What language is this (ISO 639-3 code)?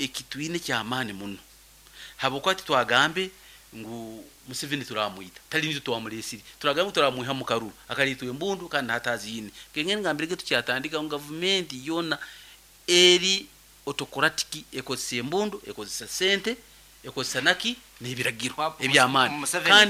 nyn